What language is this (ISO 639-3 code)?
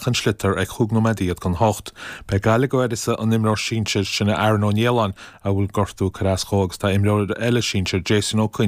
gle